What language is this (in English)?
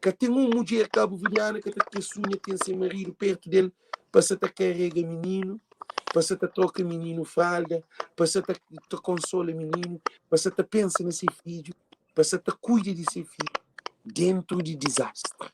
Kabuverdianu